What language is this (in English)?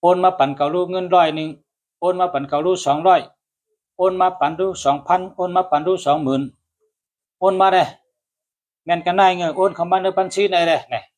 Shan